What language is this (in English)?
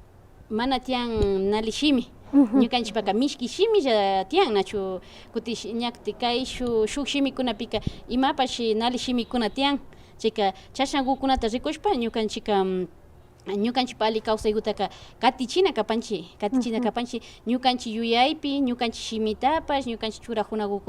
Imbabura Highland Quichua